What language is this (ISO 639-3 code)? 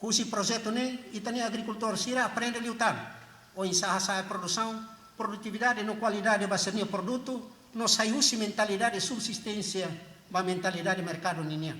tet